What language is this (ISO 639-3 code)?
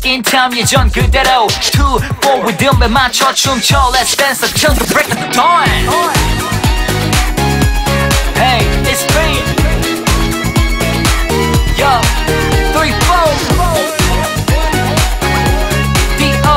kor